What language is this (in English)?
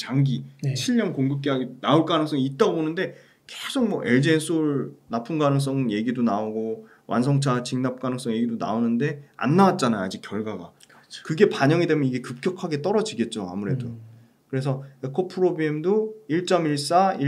Korean